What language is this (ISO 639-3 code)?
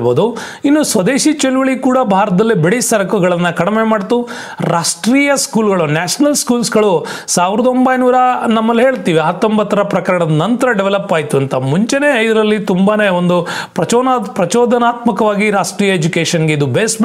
kan